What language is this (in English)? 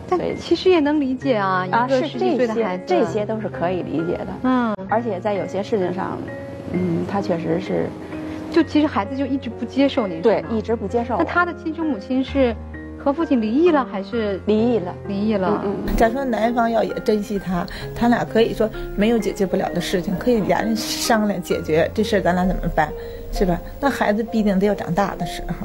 Chinese